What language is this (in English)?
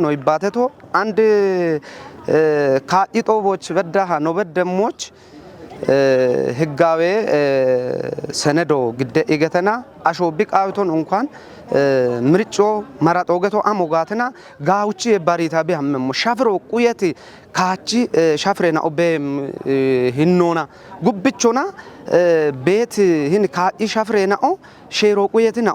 Kafa